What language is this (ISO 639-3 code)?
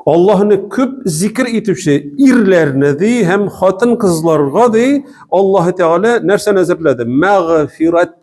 tat